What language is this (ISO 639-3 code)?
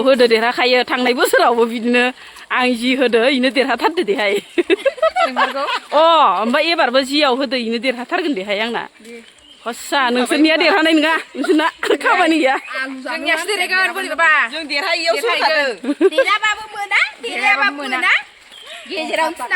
brx